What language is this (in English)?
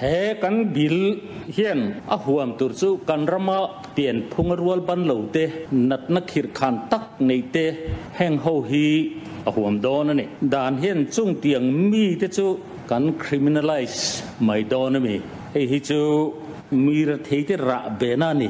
Mizo